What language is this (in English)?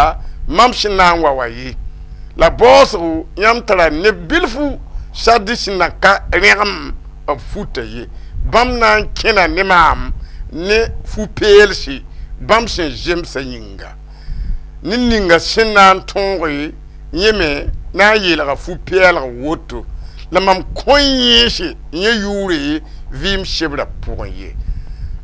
Mossi